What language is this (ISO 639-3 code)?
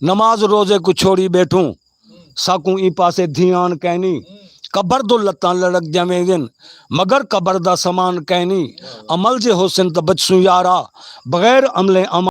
skr